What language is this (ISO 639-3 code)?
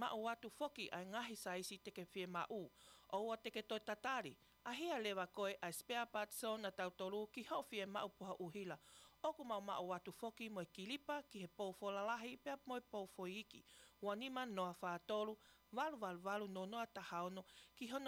ton